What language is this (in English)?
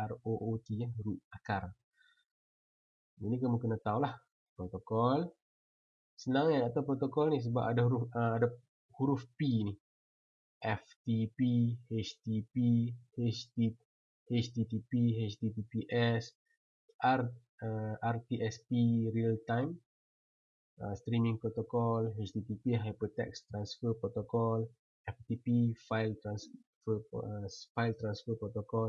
Malay